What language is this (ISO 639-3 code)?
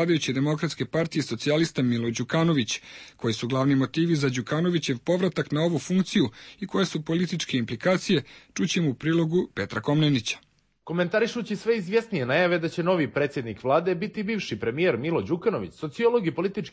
srp